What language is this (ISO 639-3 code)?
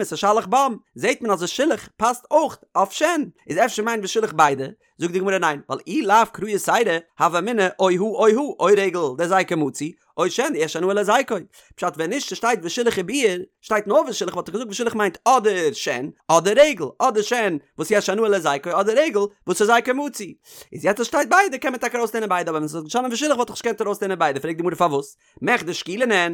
yid